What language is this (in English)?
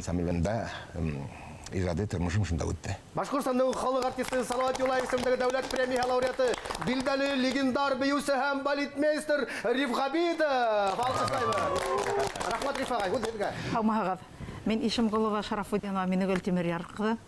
Bashkir